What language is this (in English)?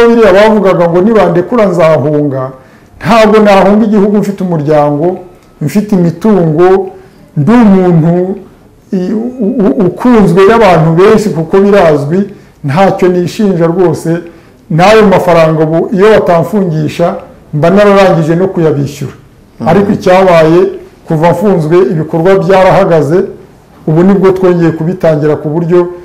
Kinyarwanda